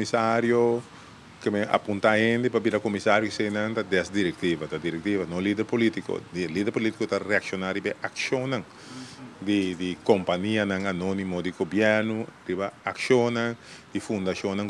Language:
Papiamento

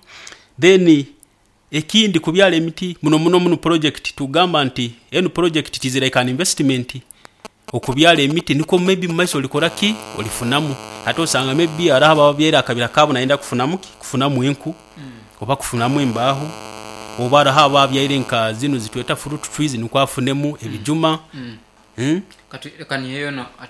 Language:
Nyoro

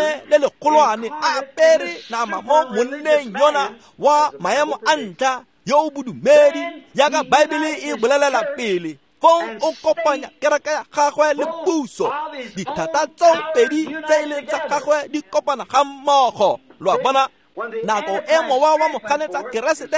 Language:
Tswana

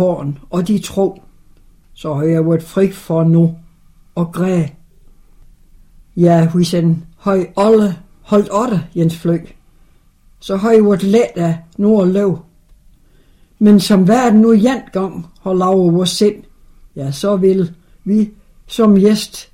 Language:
Danish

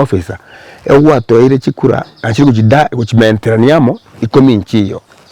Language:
Gusii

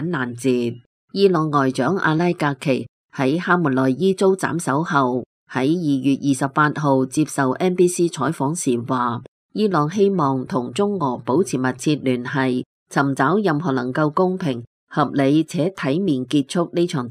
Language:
Cantonese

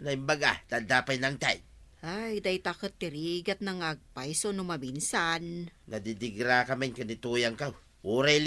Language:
Iloko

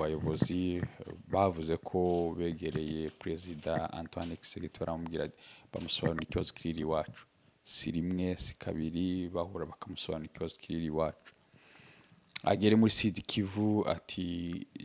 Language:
Kinyarwanda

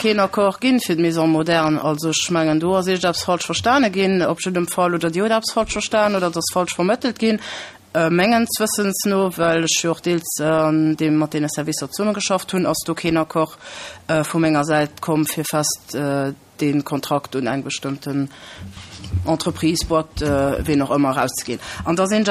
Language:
Luxembourgish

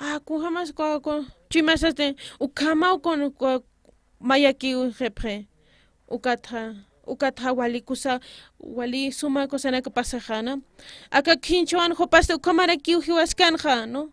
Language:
Aymara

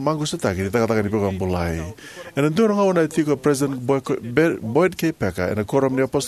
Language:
Fijian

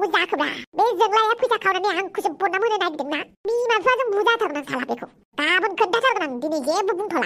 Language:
Bodo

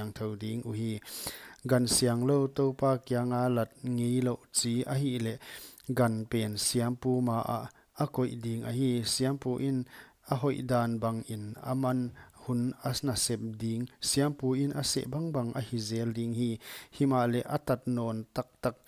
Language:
Paite Chin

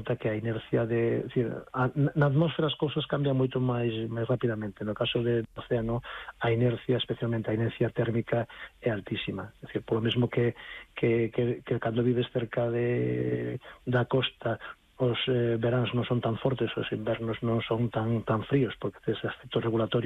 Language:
Galician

